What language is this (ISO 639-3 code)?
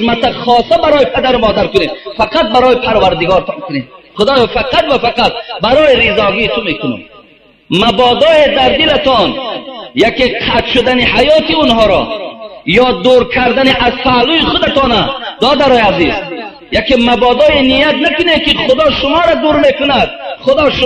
tgk